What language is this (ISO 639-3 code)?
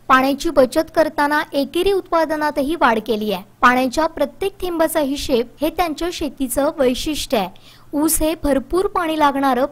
mar